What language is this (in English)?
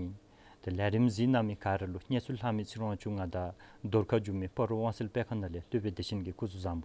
Dzongkha